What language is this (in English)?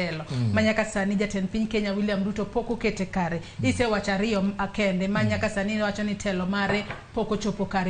Luo (Kenya and Tanzania)